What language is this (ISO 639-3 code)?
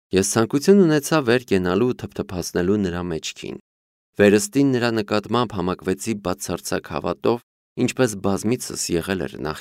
hye